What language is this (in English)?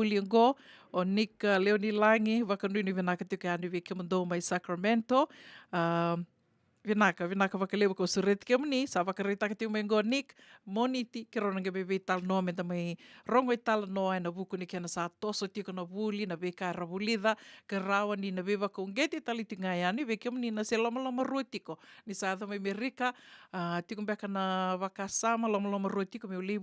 Fijian